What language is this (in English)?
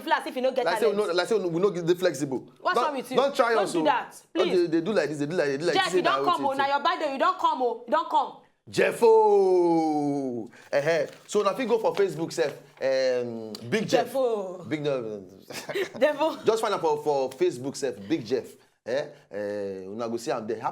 Nigerian Pidgin